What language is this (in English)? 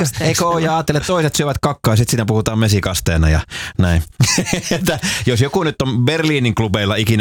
Finnish